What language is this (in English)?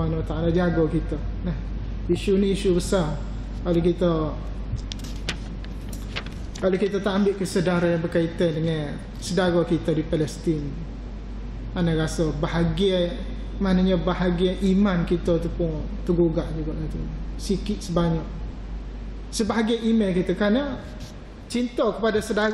Malay